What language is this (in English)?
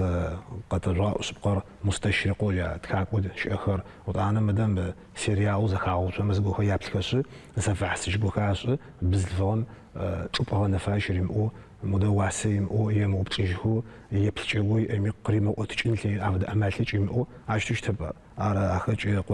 Adyghe